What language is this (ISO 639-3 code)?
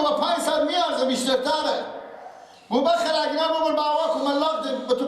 fas